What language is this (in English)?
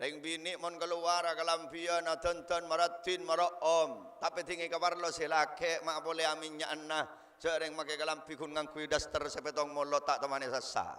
Madurese